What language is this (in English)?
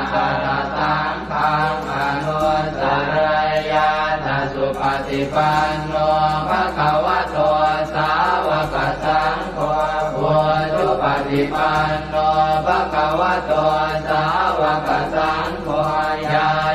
Pali